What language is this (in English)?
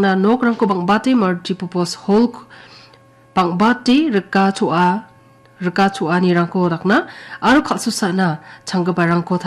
Garo